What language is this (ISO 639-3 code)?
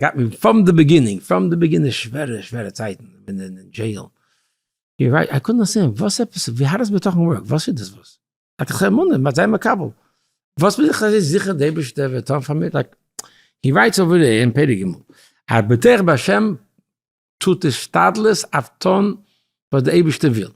yid